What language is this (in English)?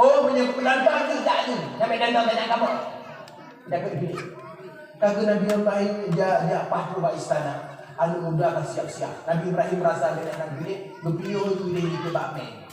Achinese